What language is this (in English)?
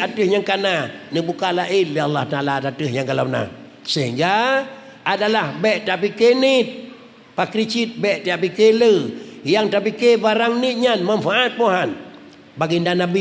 Achinese